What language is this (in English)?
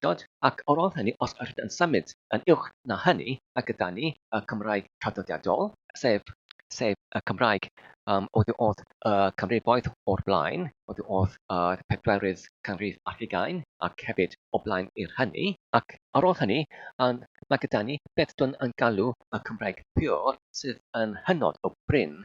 Welsh